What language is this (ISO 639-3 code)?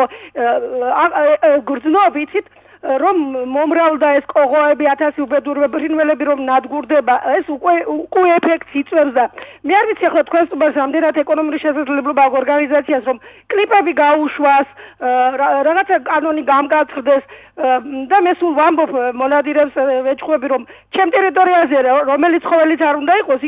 kat